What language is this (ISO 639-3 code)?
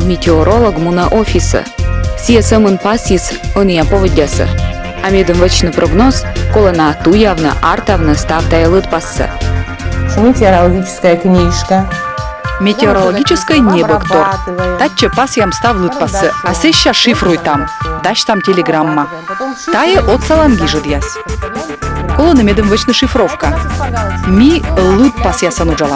kom